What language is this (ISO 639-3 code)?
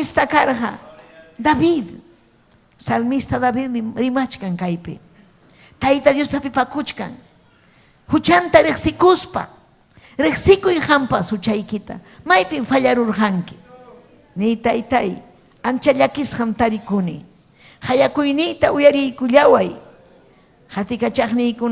quy